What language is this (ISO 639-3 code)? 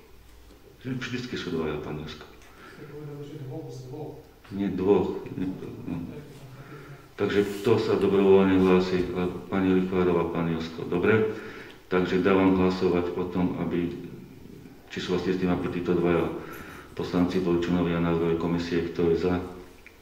slk